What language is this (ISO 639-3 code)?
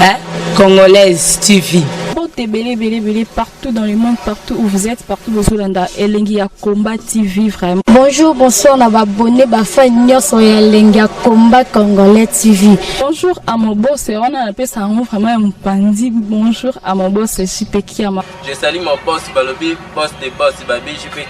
lin